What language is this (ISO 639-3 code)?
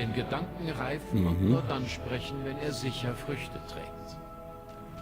gsw